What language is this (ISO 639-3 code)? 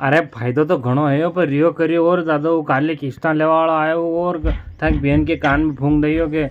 raj